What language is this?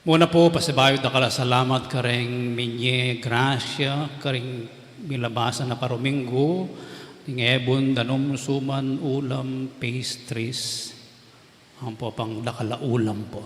Pampanga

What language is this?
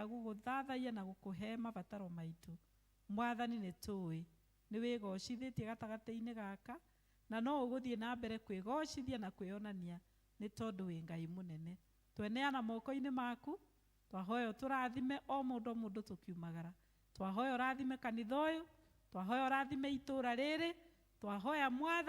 Kikuyu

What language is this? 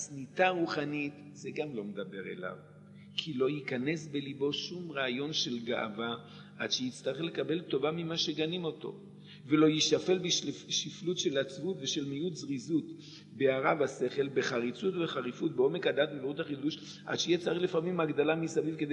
Hebrew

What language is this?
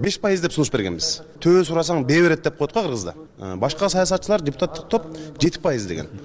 Kyrgyz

